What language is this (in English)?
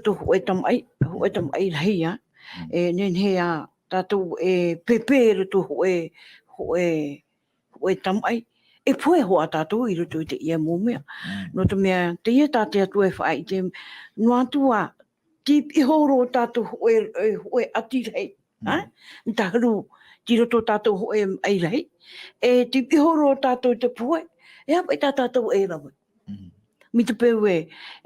Tahitian